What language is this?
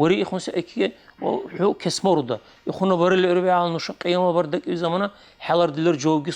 Dargwa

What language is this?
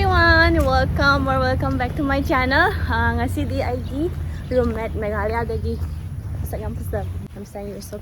Manipuri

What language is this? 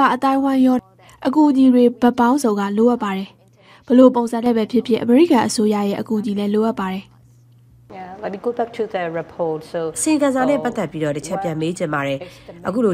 Burmese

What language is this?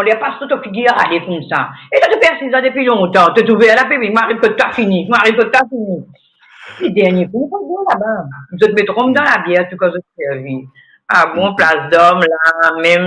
Morisyen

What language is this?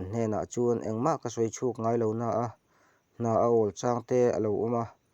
Mizo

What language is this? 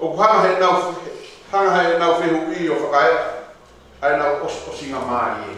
Tongan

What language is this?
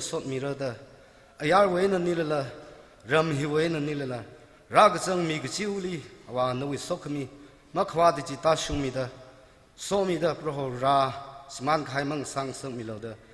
Tangkhul Naga (India)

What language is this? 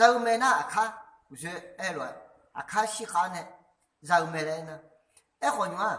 Akha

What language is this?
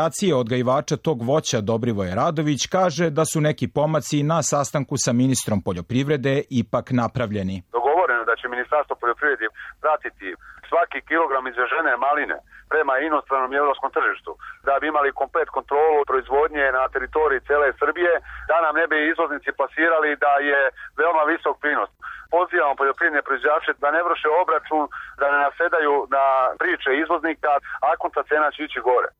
Serbian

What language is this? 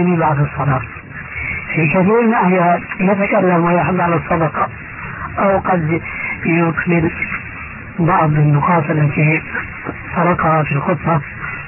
Arabic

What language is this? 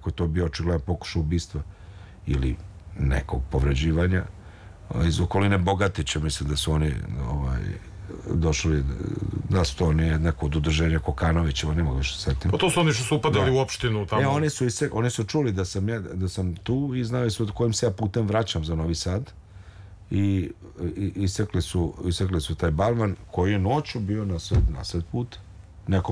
Serbian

